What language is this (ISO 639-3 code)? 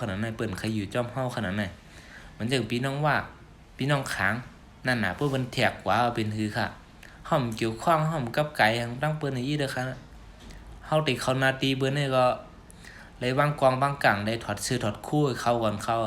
shn